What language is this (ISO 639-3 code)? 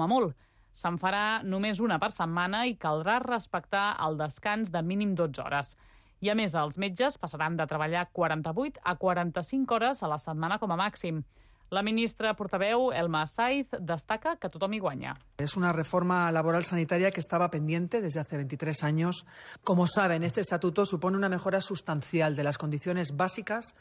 cat